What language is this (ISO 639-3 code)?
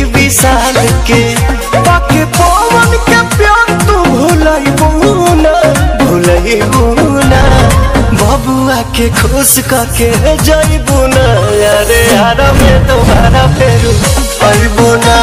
bho